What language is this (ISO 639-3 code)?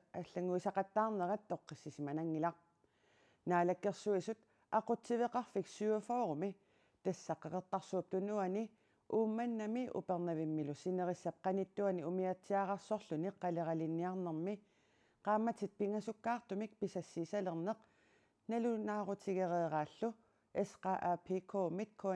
kal